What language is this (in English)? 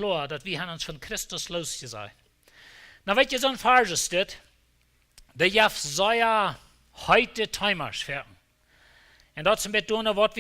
Plautdietsch